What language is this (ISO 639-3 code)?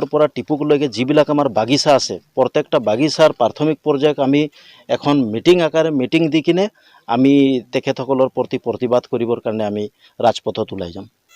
asm